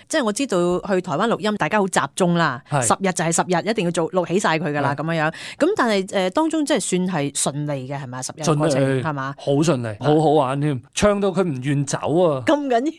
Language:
Cantonese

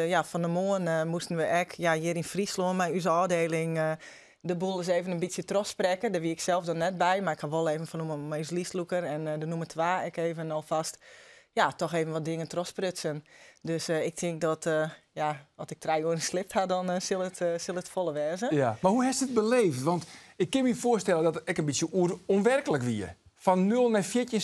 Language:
Western Frisian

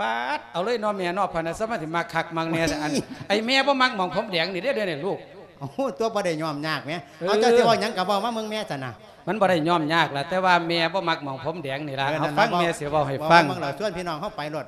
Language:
Lao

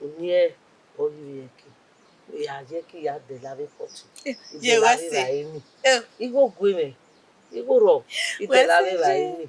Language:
Bini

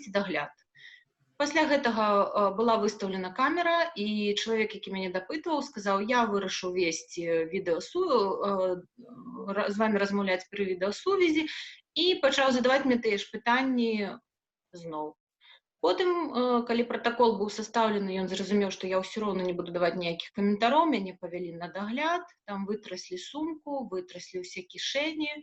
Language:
Belarusian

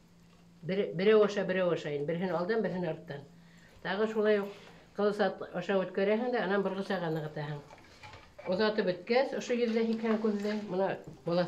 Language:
Bashkir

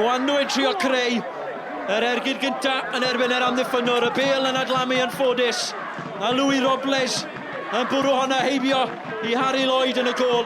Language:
Welsh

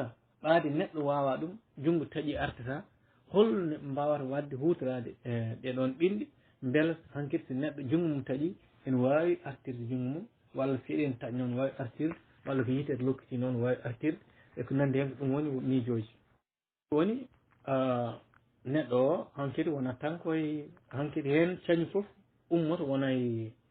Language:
Fula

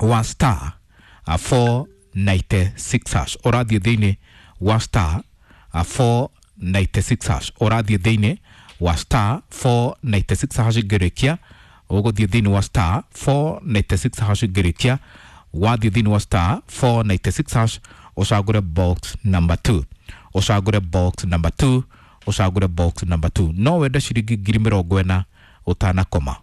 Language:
Kikuyu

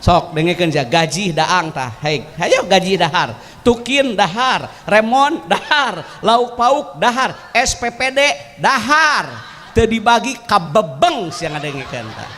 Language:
Sundanese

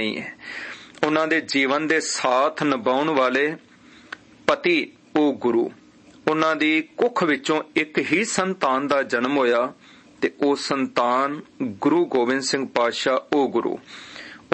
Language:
Punjabi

